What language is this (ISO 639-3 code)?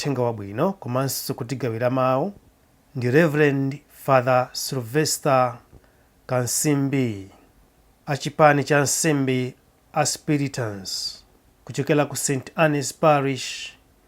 nya